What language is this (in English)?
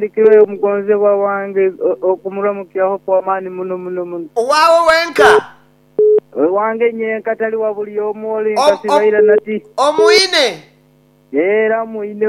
Nyankole